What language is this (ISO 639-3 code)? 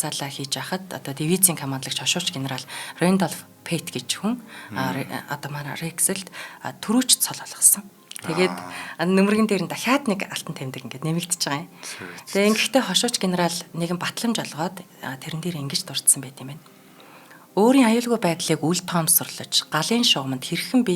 mon